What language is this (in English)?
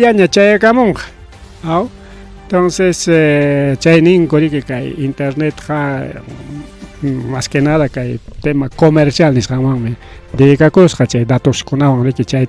Ayacucho Quechua